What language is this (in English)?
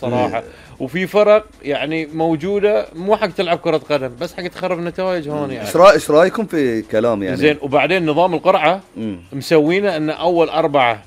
Gulf Arabic